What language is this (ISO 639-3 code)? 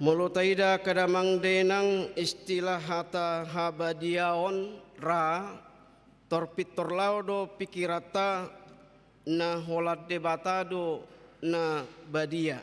bbc